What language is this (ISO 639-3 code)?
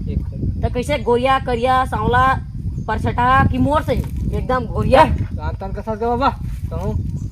hne